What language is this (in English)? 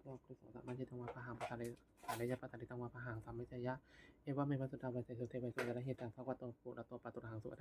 Pali